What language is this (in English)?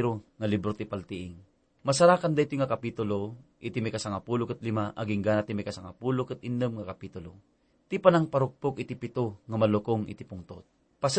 Iloko